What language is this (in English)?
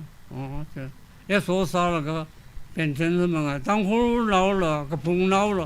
Tangkhul Naga (India)